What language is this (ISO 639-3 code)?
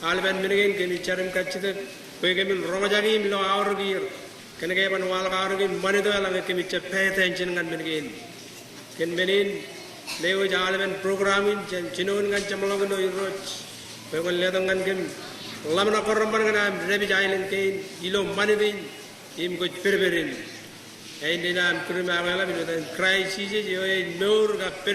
mah